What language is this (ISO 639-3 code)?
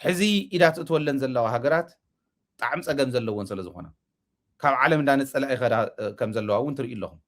tir